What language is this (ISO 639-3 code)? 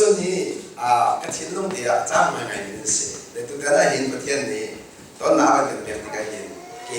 cnh